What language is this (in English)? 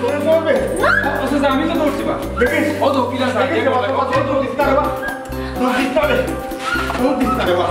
Sylheti